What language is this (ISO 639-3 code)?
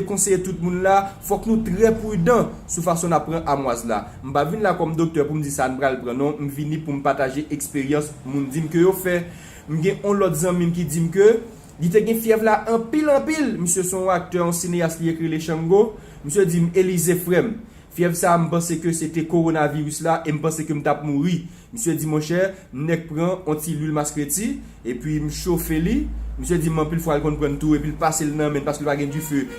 hat